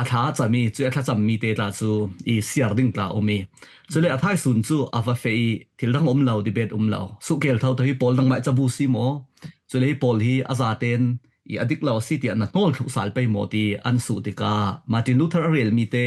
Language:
Falam Chin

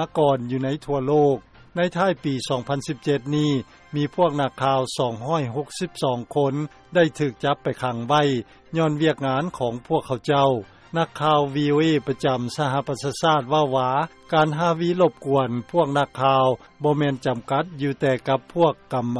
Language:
Lao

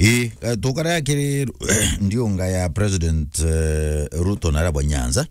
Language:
Meru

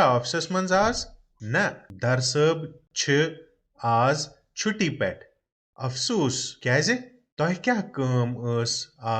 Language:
Kashmiri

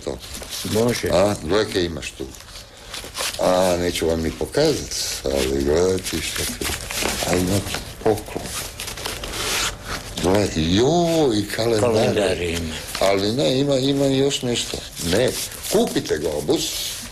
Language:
Croatian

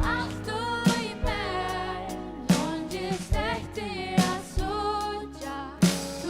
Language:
Faroese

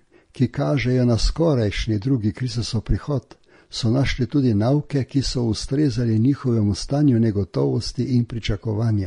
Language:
Slovenian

